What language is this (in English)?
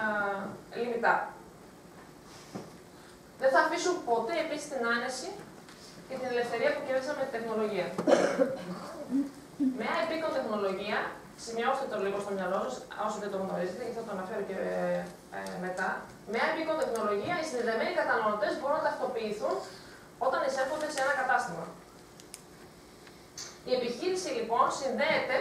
Greek